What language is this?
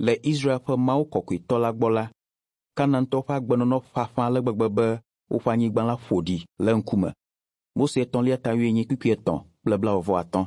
Ewe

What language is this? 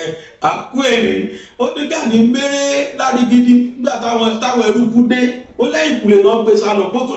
Yoruba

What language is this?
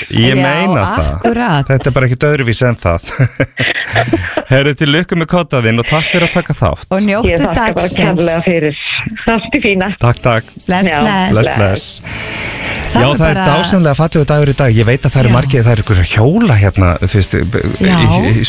Icelandic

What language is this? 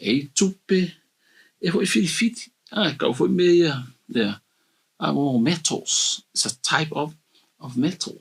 Samoan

